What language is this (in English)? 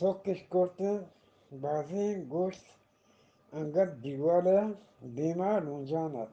Eastern Balochi